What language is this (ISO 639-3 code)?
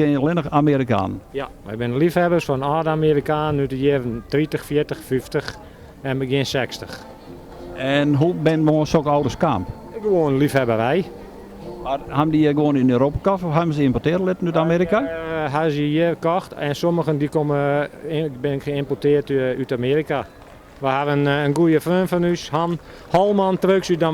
fry